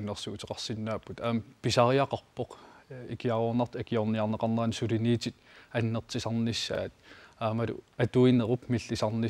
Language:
Kalaallisut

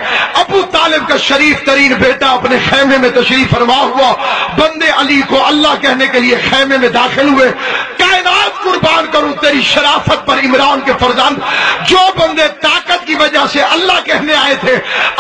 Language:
Urdu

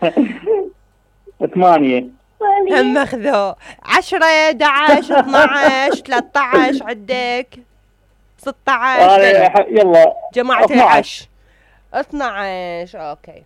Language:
Mesopotamian Arabic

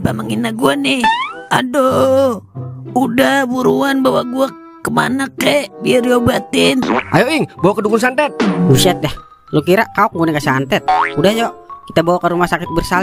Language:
Betawi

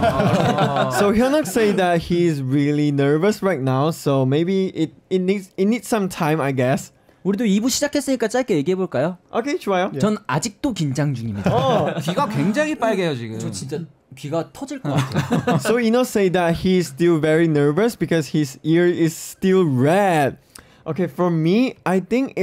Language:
Korean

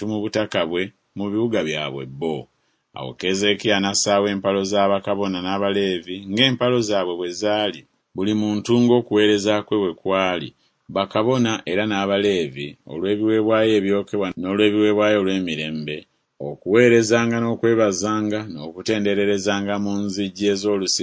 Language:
Ganda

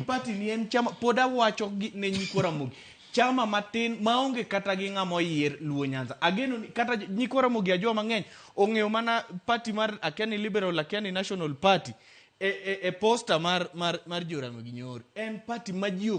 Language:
Luo (Kenya and Tanzania)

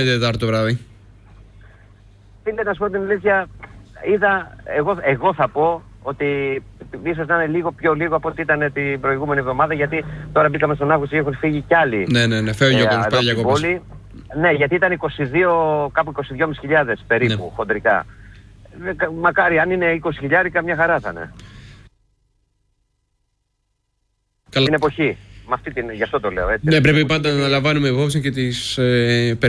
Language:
Greek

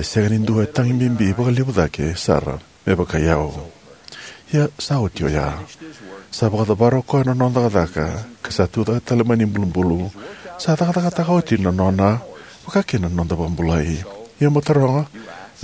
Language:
Fijian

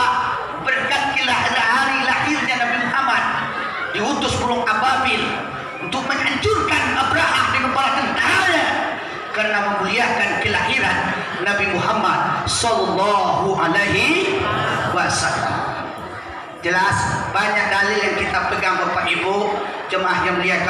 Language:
Minangkabau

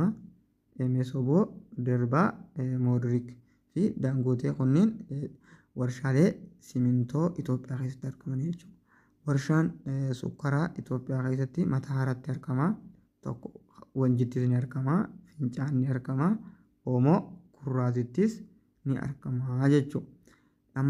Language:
Oromo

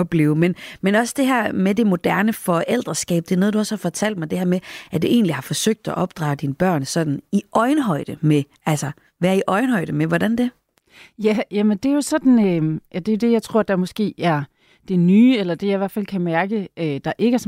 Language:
Danish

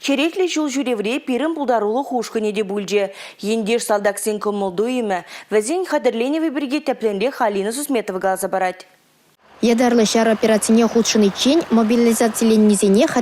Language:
Chuvash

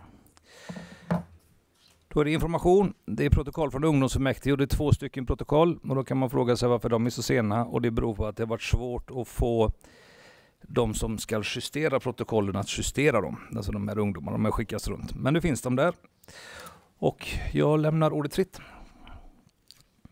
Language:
Swedish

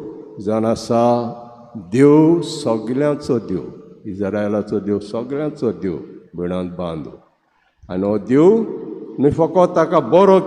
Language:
Konkani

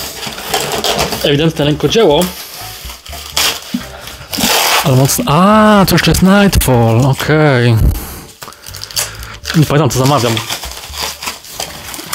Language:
Polish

